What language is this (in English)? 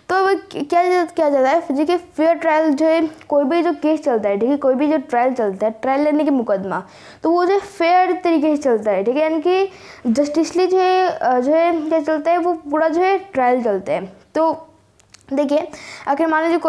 Hindi